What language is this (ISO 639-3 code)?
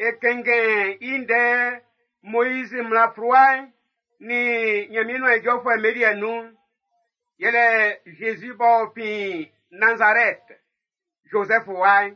bci